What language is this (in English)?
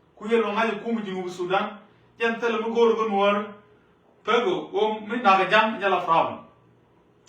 Nuer